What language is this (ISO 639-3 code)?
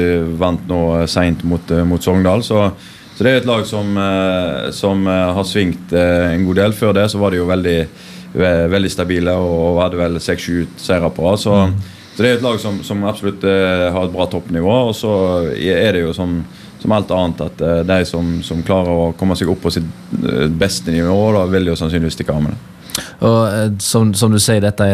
nor